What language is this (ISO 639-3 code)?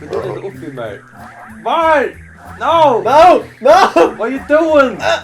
fao